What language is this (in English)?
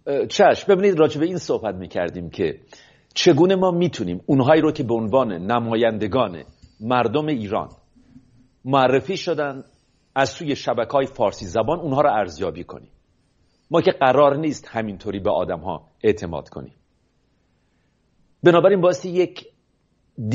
Persian